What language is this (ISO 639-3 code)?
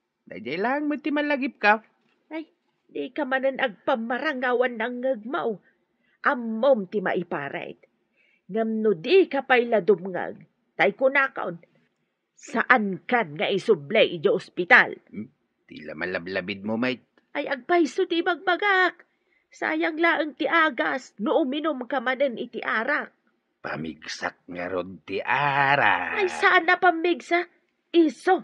ilo